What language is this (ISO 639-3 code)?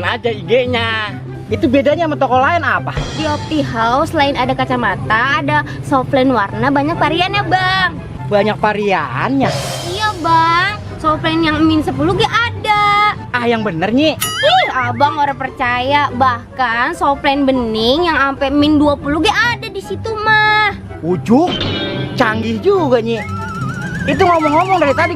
bew